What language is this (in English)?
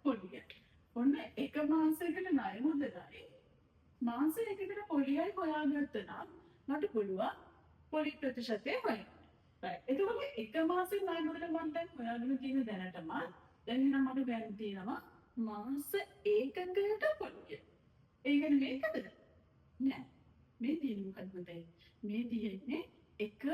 Sinhala